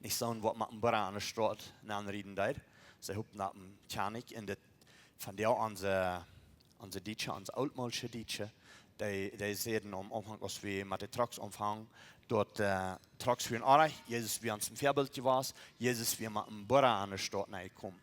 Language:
Plautdietsch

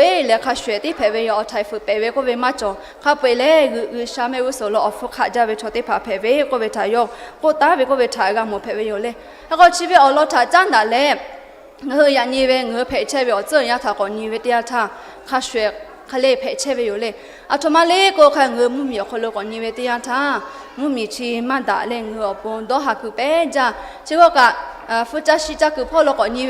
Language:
Lahu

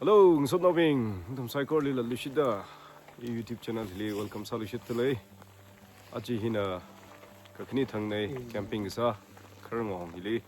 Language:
Tangkhul Naga (India)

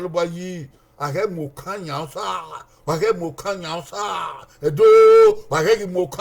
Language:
Bini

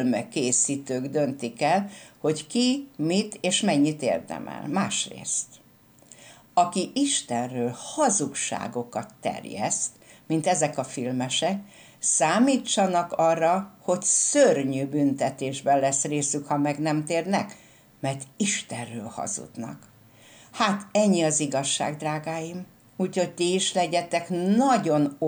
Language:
Hungarian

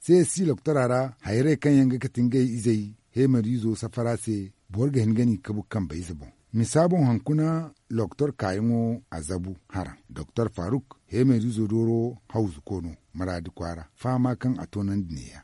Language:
Zarma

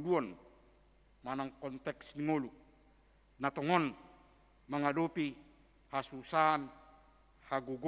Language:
Batak Toba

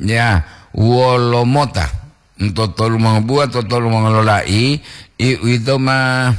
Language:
Gorontalo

